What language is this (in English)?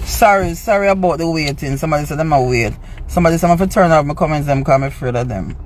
Jamaican Creole English